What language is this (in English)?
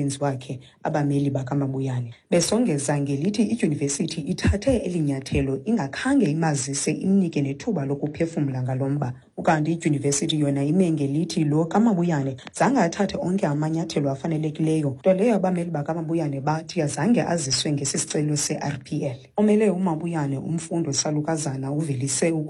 Xhosa